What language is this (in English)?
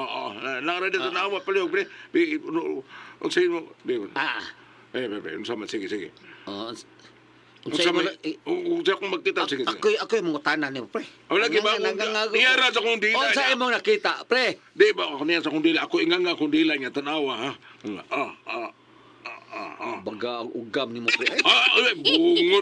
Cebuano